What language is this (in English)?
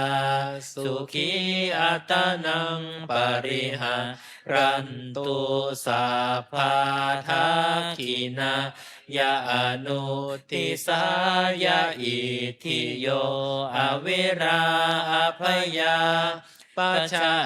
Pali